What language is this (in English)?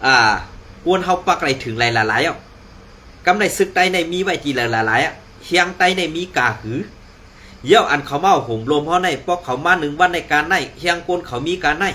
Shan